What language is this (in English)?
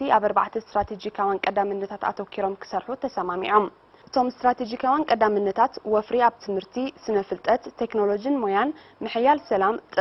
Tigrinya